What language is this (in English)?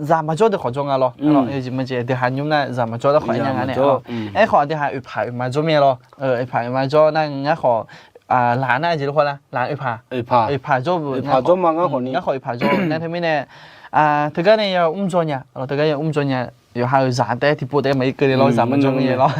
Akha